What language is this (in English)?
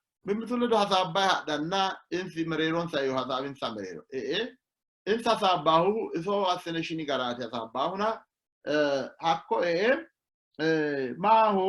Sidamo